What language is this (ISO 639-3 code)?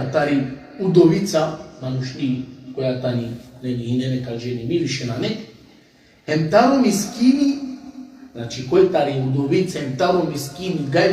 rmn